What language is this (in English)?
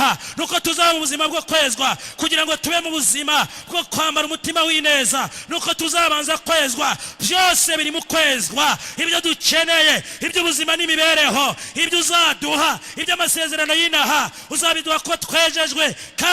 Kinyarwanda